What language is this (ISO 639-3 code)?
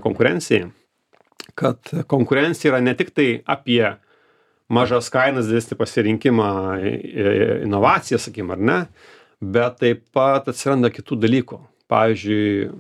lit